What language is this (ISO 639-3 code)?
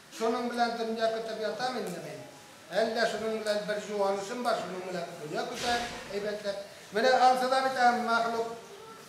bak